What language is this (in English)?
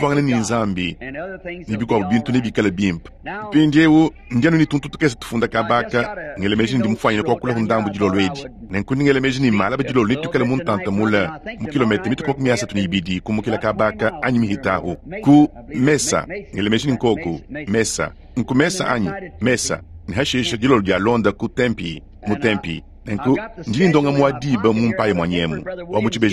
Luba-Lulua